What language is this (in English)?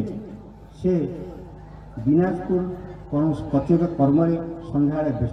Odia